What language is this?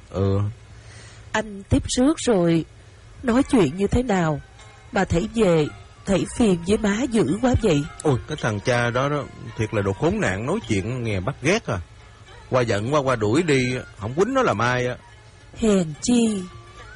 Vietnamese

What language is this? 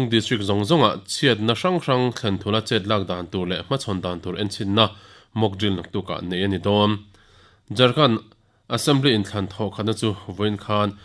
Mizo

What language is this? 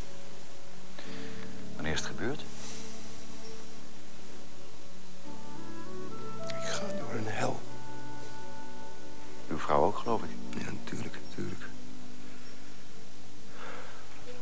Dutch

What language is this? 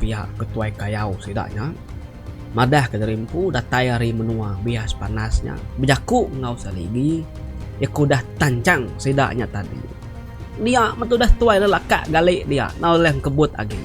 Iban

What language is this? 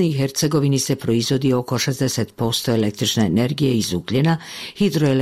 Bosnian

